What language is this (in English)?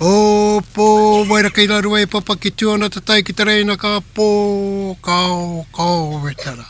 Māori